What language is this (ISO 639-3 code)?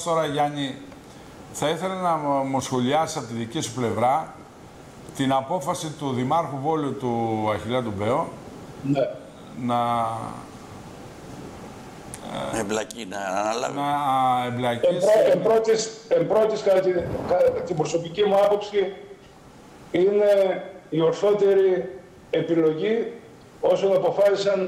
ell